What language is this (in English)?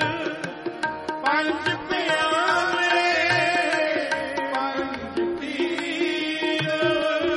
Punjabi